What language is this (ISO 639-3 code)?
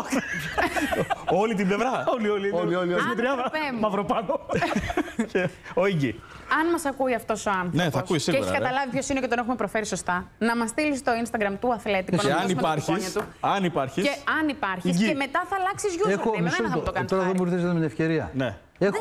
ell